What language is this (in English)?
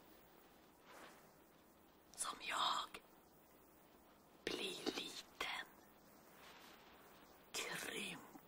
Swedish